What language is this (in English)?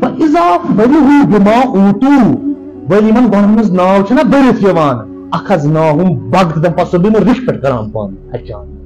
Kashmiri